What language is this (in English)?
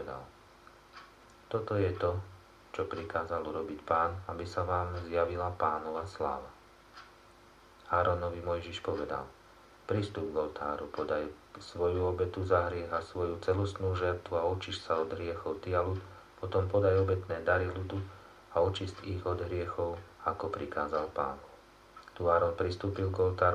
Slovak